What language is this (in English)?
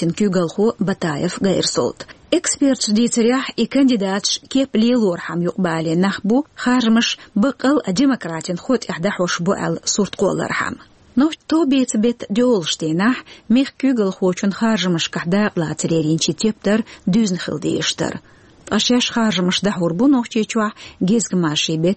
Chechen